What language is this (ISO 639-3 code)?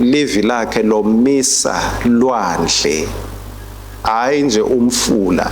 ssw